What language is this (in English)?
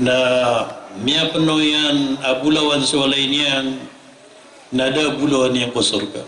Maranao